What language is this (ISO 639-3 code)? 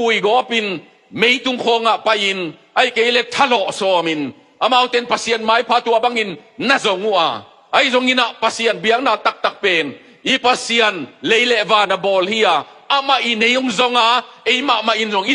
ctd